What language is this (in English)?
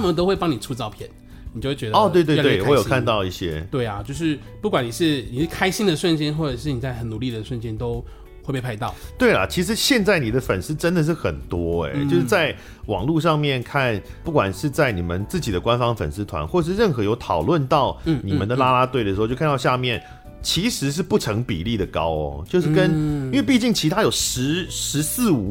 Chinese